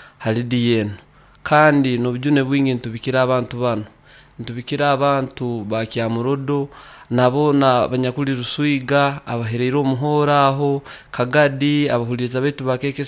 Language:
Nyoro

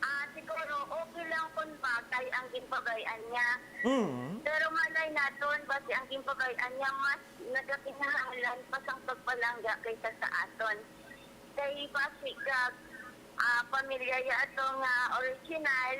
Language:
Hiligaynon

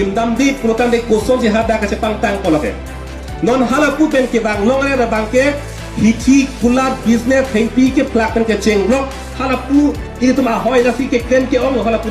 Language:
Karbi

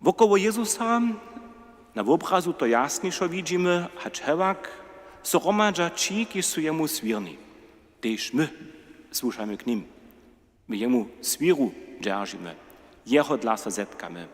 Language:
Upper Sorbian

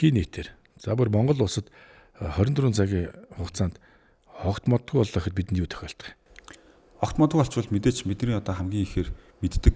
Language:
Mongolian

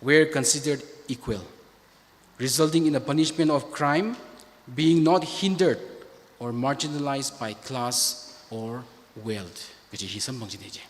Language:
Tangkhul Naga (India)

